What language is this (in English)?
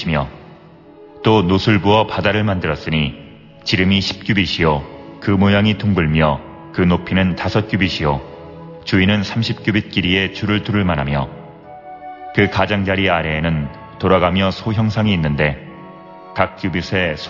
Korean